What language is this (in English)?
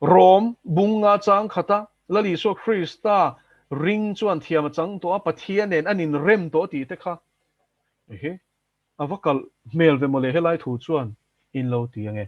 Mizo